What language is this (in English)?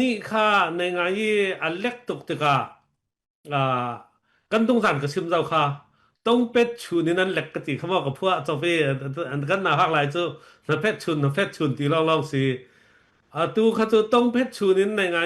Falam Chin